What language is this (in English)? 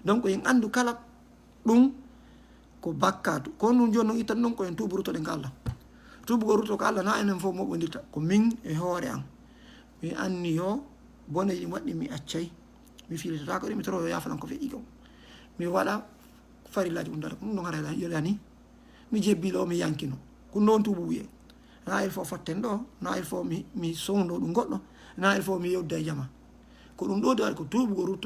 Fula